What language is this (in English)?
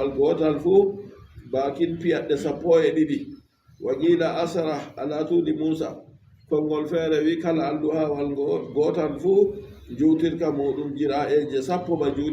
Fula